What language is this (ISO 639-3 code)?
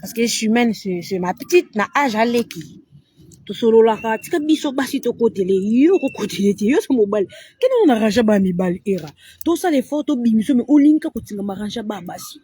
lin